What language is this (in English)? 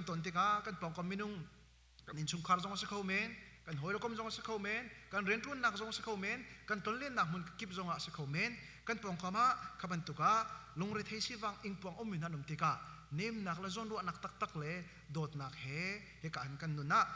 Hakha Chin